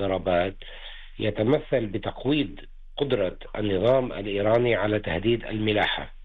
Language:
Arabic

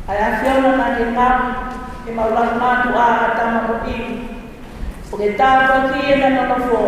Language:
Tongan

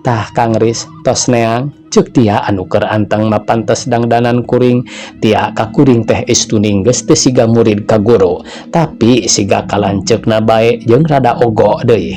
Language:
Sundanese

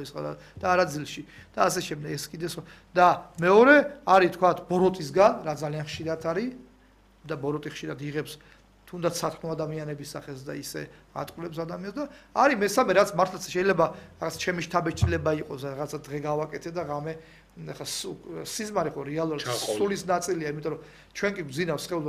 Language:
Georgian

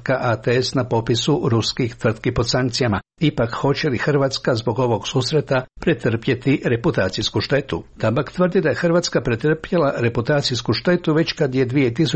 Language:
Croatian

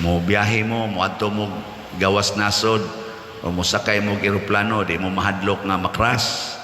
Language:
Cebuano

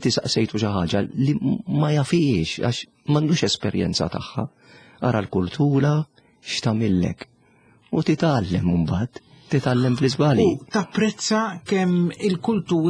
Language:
Maltese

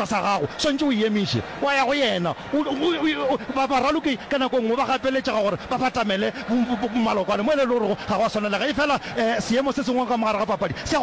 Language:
Northern Sotho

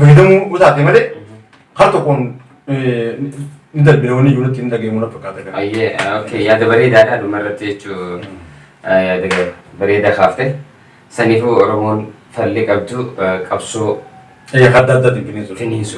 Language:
Oromo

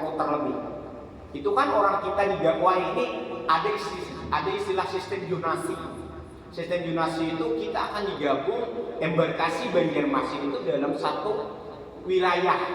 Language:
Banjar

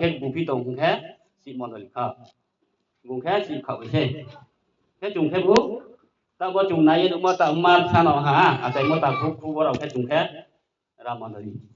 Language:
Riang (India)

